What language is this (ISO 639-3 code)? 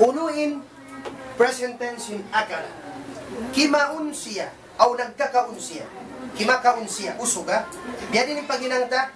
tsg